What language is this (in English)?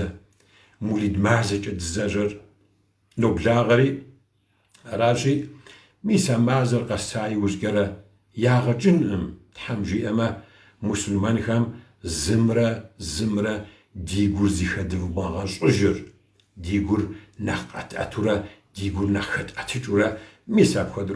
Kabardian